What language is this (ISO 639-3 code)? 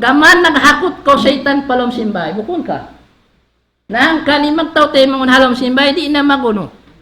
tsg